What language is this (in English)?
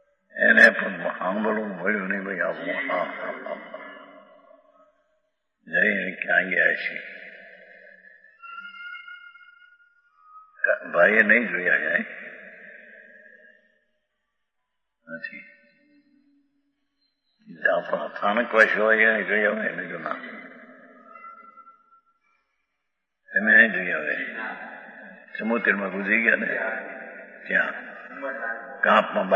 Gujarati